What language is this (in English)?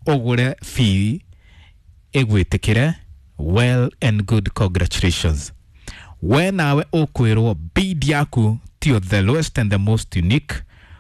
Kikuyu